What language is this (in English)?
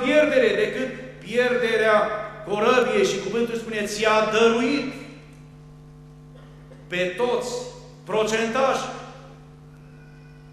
Romanian